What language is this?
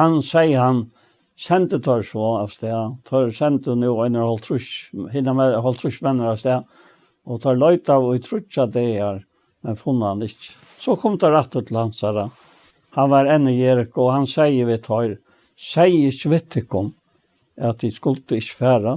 Faroese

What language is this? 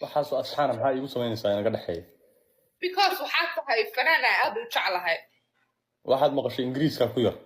Somali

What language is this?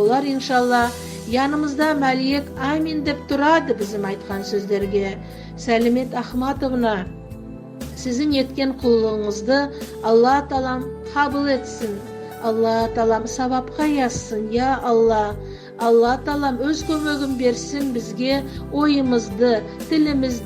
Nogai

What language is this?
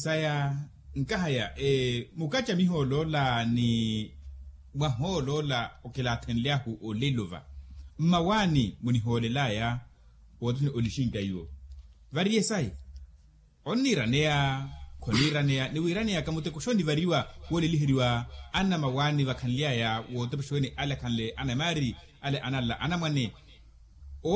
Makhuwa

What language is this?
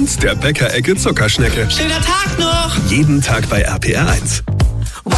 German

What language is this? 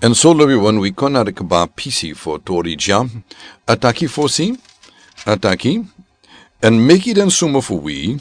Sranan Tongo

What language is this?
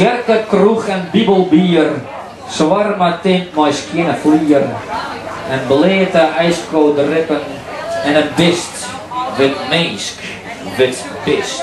Western Frisian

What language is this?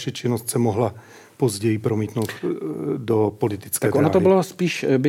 Czech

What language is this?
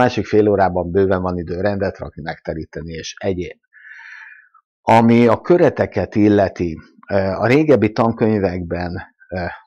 Hungarian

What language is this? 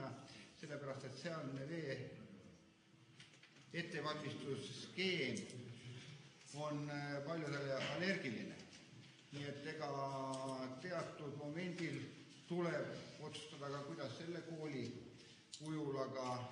Estonian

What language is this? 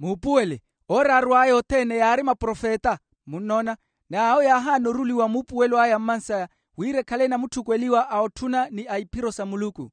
Makhuwa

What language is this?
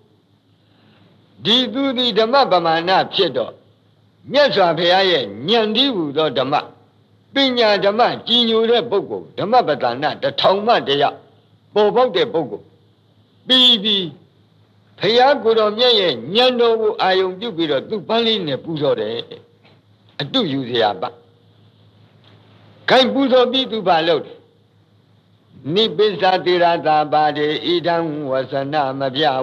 Burmese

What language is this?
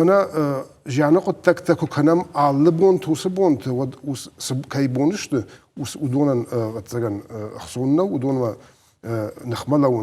Ossetic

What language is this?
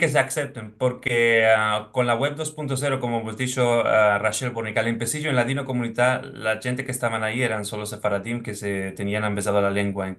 Ladino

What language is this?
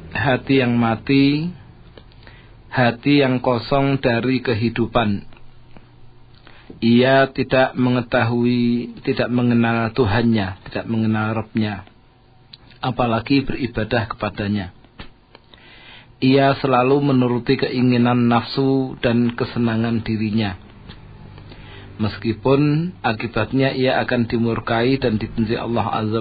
Indonesian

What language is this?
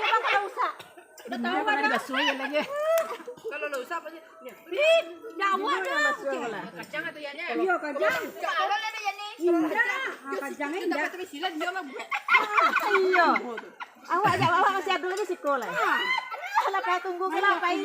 Minangkabau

